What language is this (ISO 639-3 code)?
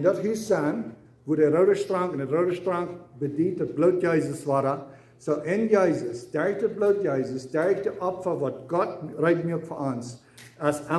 pdt